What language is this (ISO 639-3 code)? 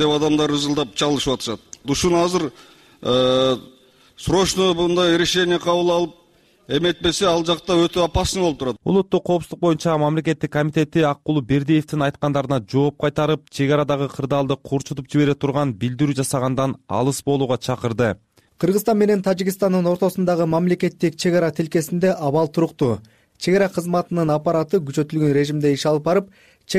kir